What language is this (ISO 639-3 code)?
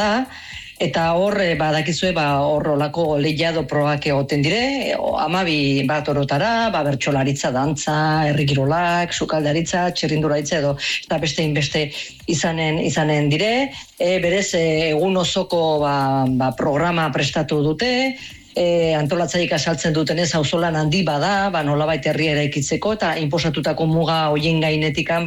eus